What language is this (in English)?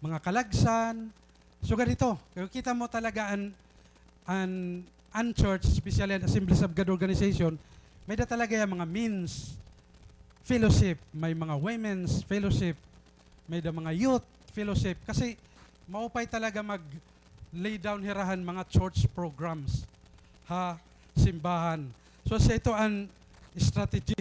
Waray